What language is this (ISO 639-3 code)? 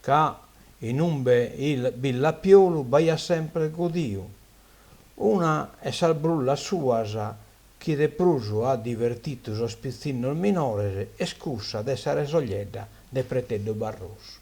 srd